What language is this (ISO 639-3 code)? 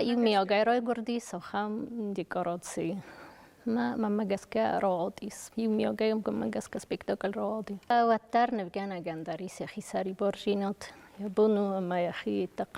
oss